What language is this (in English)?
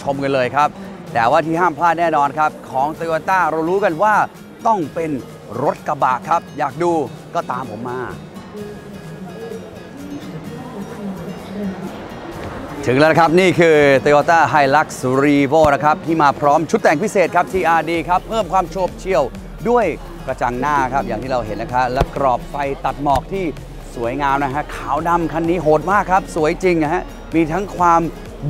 Thai